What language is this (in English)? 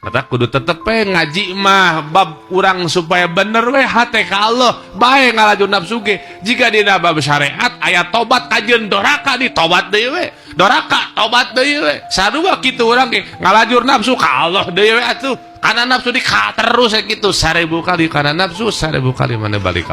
Sundanese